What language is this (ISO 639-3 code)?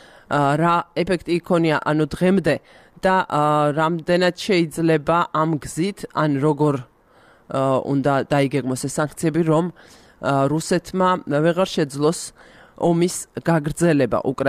kat